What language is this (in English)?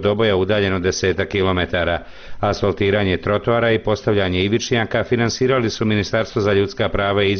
Bosnian